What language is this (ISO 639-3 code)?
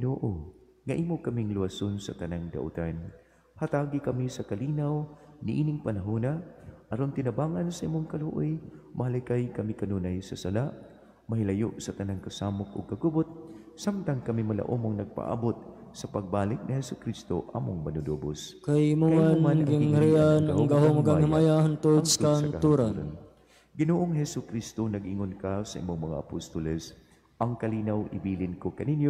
ceb